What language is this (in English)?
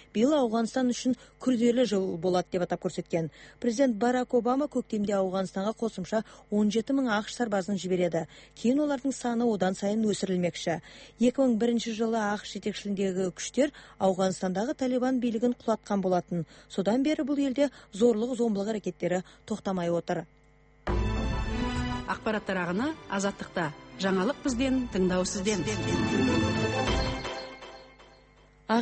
Kazakh